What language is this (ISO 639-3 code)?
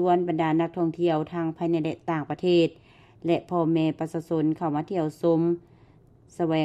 lao